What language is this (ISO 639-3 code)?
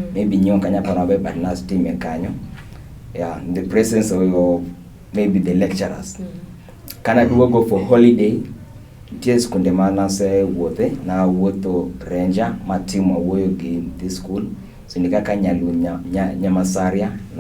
luo